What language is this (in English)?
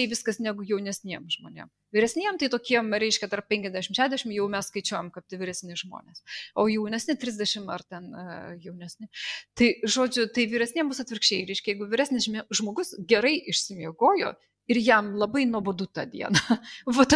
Lithuanian